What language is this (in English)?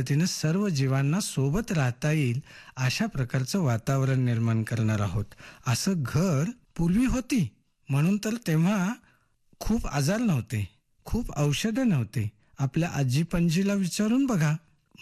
Marathi